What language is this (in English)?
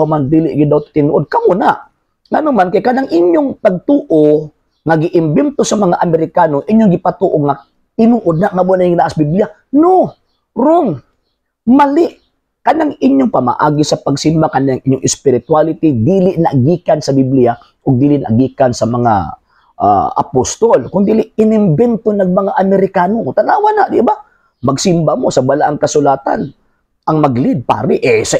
Cebuano